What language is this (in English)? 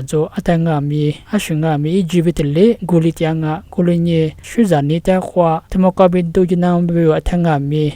Lisu